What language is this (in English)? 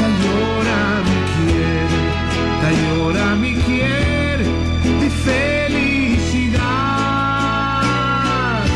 Papiamento